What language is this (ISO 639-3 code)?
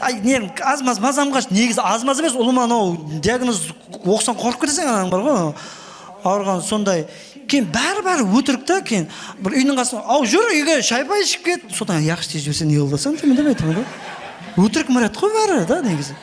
kaa